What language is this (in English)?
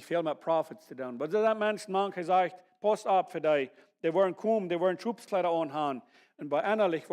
Plautdietsch